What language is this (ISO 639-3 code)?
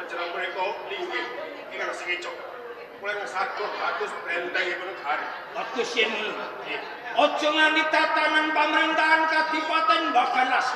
jav